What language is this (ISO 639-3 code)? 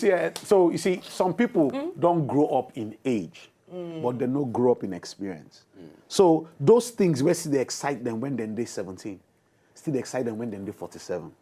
pcm